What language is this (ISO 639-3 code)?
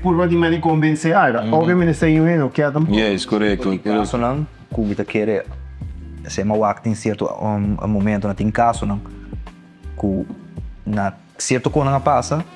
pap